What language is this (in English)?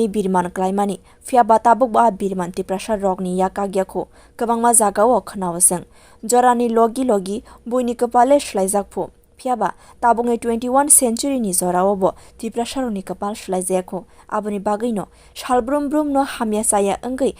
Kok Borok